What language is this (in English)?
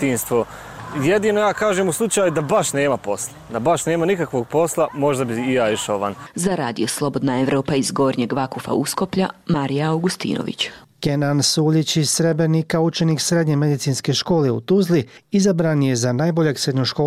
Bosnian